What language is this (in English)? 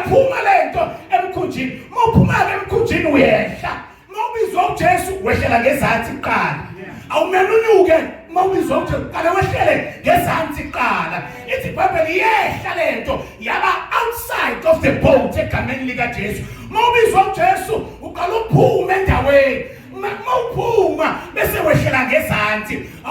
Zulu